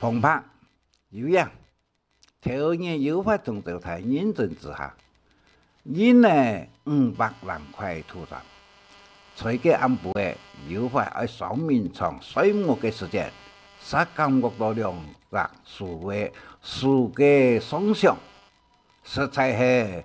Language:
Hakka Chinese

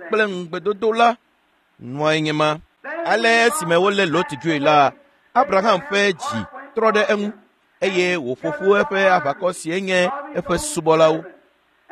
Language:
Ewe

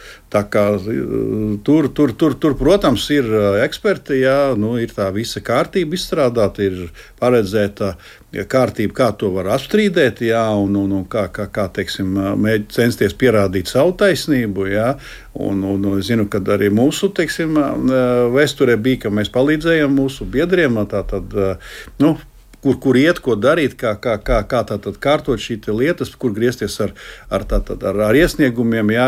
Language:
Latvian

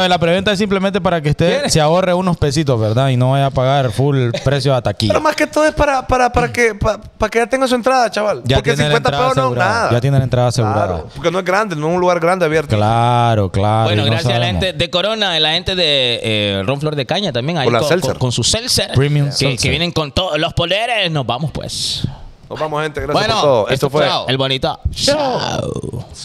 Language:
Spanish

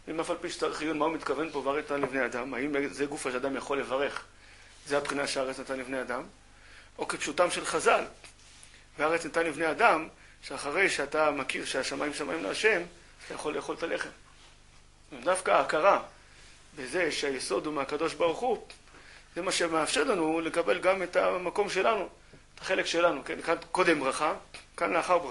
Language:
Hebrew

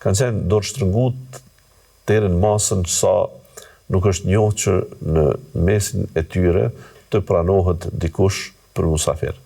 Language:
Albanian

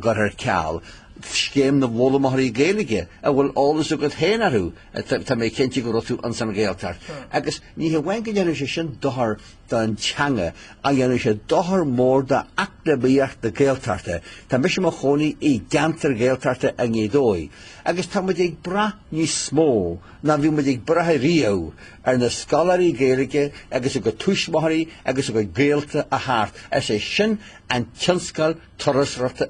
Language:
Irish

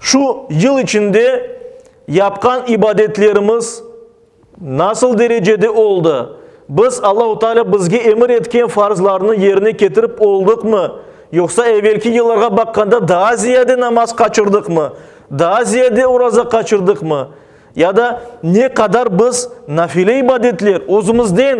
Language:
Crimean Tatar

